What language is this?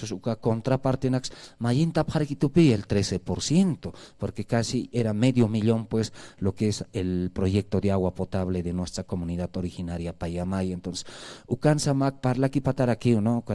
Aymara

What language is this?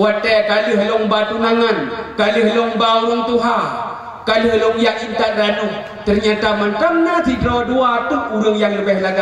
Achinese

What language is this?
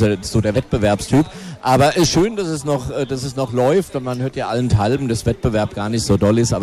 German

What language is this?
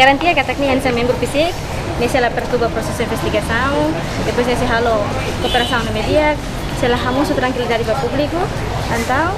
Tetum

